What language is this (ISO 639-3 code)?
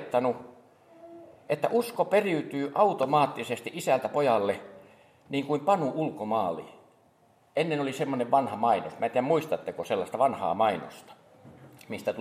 fin